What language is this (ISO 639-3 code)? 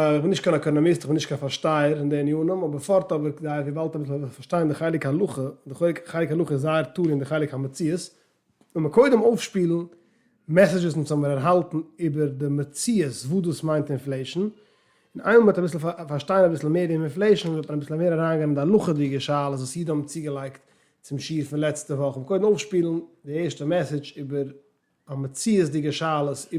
yid